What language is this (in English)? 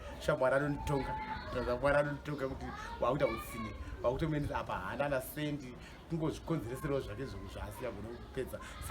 Shona